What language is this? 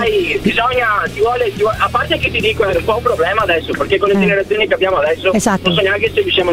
Italian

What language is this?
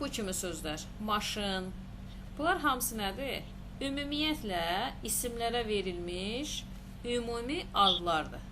Azerbaijani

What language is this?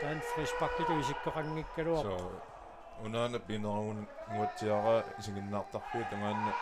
Kalaallisut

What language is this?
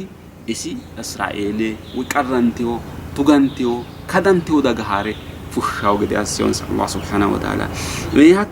Sidamo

